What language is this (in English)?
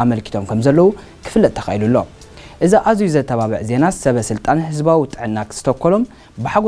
Tigrinya